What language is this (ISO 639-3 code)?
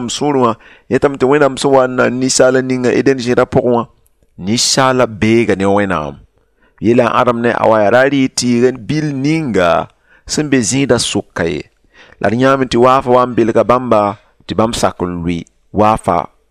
mos